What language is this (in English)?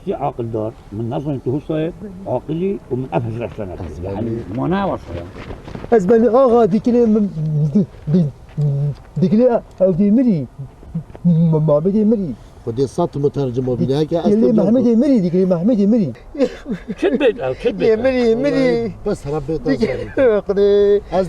Kurdish